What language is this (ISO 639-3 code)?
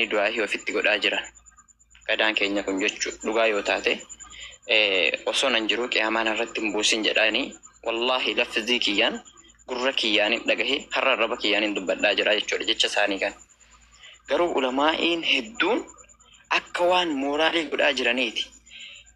orm